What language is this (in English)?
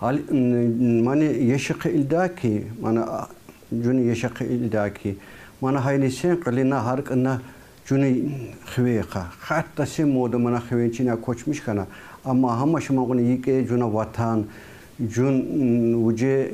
Tsakhur